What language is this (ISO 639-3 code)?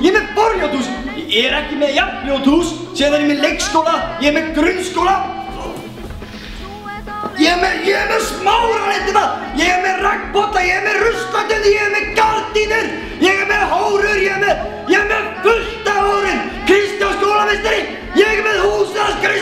isl